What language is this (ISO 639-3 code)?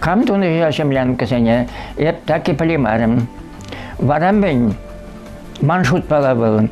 chv